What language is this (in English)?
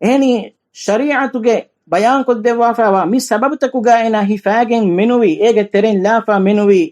Divehi